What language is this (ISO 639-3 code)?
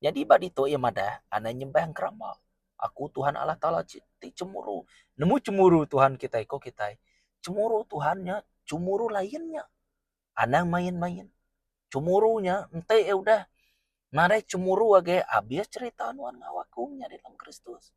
iba